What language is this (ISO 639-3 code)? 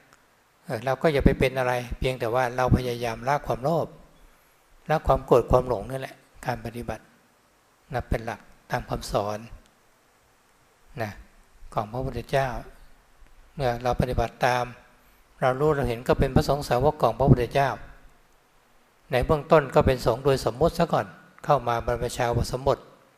tha